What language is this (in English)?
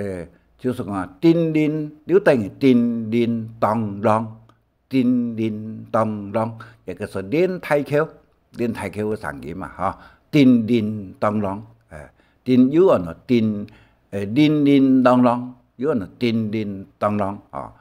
Hakka Chinese